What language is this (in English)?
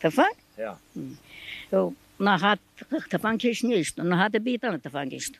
Zaza